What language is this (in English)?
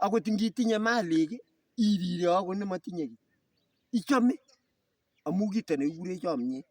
Kalenjin